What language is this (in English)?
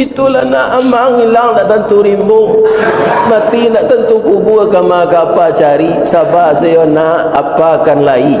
Minangkabau